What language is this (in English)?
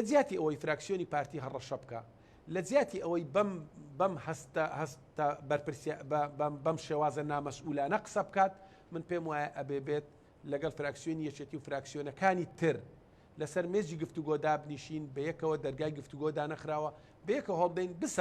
Central Kurdish